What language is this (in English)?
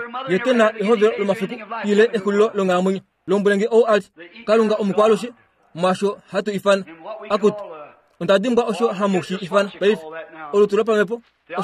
Kuanyama